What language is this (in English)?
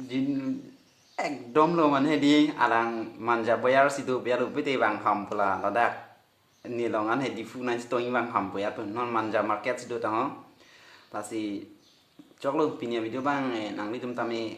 Karbi